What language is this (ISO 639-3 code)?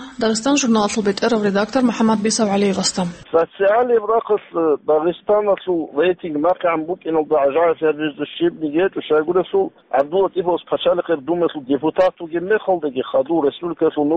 ava